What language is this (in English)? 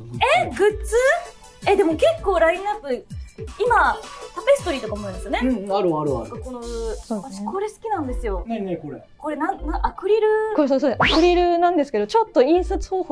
Japanese